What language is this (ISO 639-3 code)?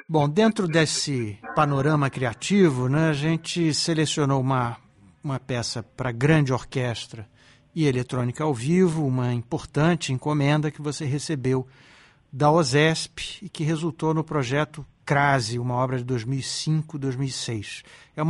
por